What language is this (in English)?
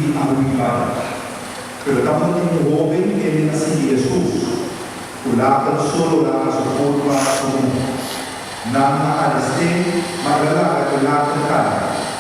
Papiamento